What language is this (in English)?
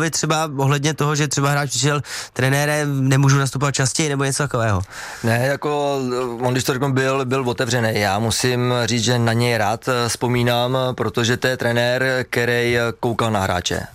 Czech